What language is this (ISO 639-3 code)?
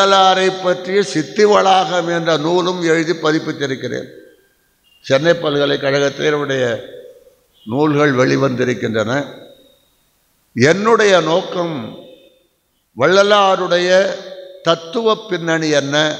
tam